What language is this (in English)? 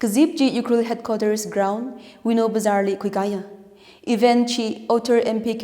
Tangkhul Naga (India)